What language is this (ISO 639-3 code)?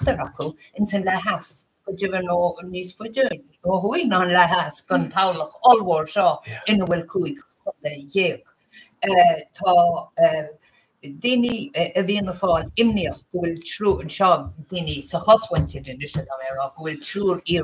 gle